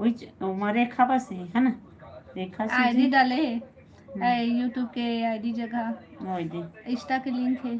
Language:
Chhattisgarhi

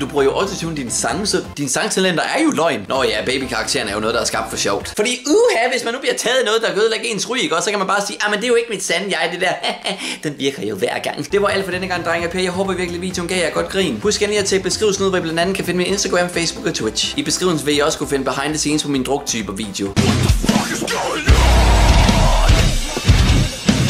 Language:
Danish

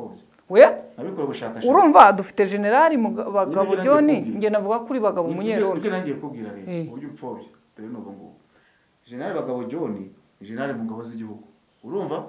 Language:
Kinyarwanda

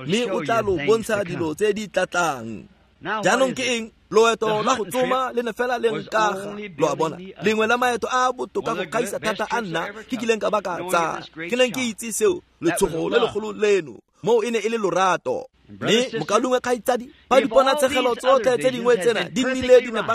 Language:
Tswana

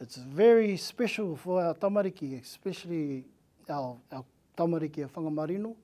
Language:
Māori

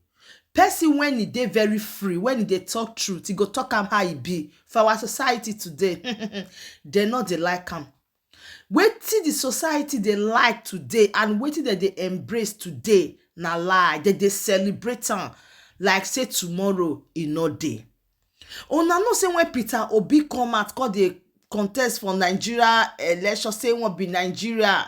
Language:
Nigerian Pidgin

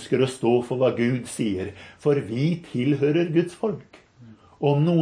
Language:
Norwegian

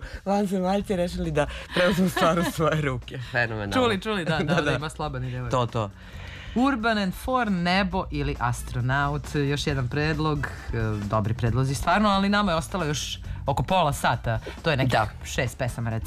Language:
Serbian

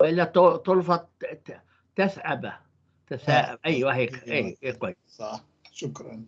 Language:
North Levantine Arabic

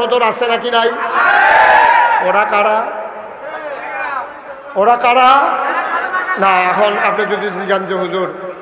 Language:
Bangla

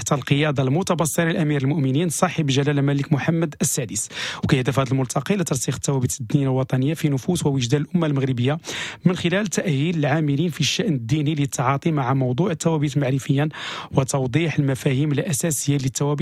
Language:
Moroccan Arabic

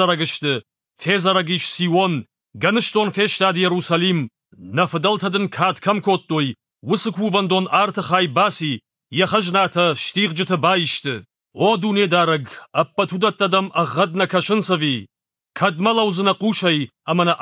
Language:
Ossetic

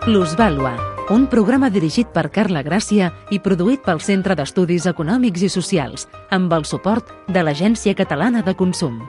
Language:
Catalan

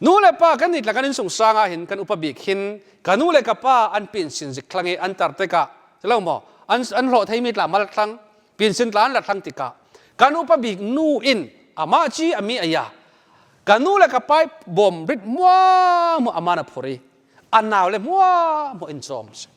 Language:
Falam Chin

